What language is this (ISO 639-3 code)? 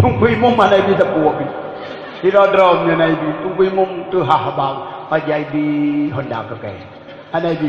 ace